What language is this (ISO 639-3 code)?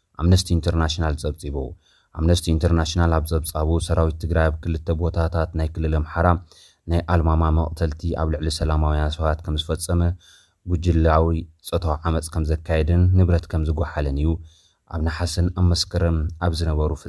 tir